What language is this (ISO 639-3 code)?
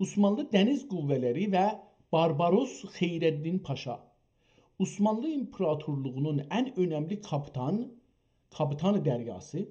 azb